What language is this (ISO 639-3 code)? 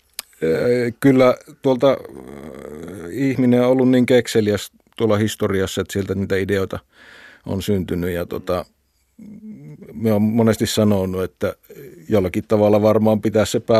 fin